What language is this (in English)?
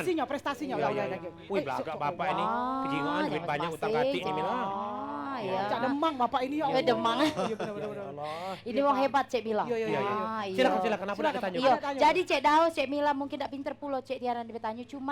Musi